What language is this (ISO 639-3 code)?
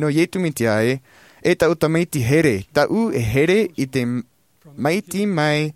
tah